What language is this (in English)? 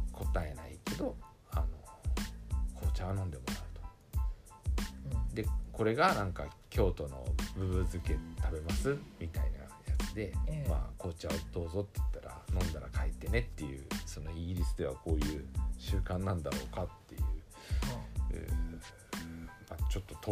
Japanese